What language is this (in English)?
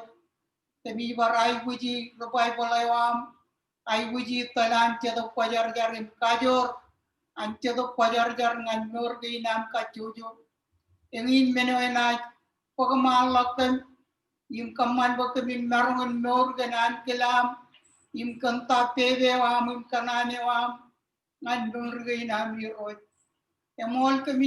Marshallese